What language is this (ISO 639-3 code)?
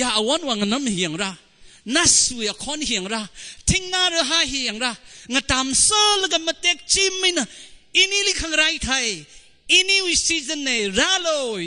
nmf